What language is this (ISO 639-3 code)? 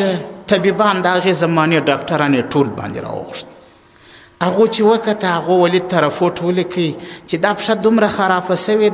pus